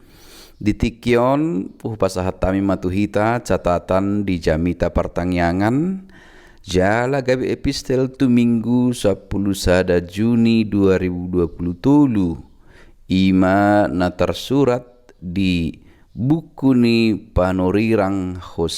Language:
Batak Toba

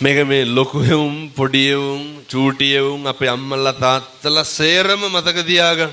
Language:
Sinhala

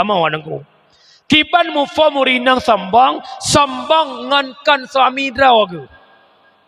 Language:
Achinese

